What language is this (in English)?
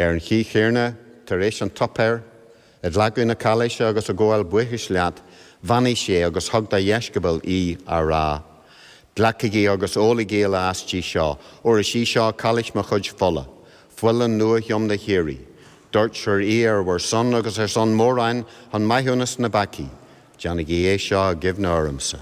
Irish